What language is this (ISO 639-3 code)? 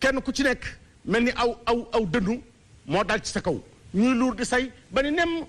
wol